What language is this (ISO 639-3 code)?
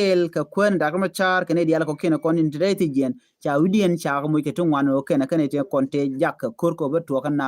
nus